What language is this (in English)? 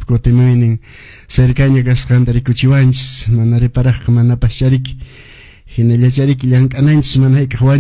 Quechua